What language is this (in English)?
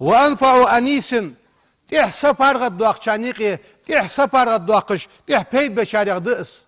Ingush